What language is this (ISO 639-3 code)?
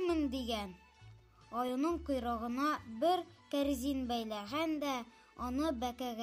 tat